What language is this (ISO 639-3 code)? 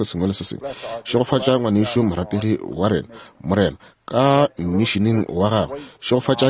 nso